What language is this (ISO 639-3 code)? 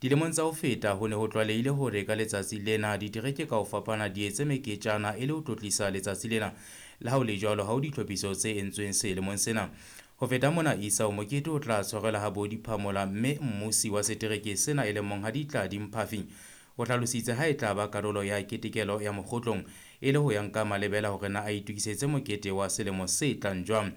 sot